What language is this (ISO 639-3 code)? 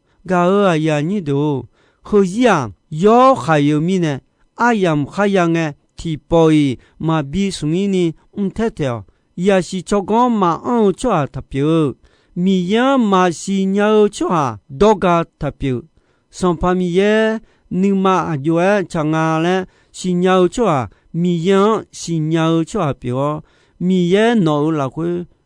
ahk